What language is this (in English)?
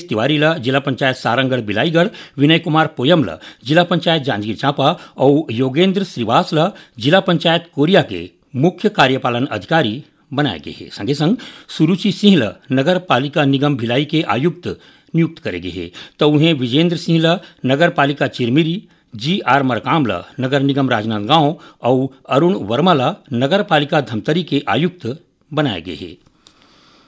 Chhattisgarhi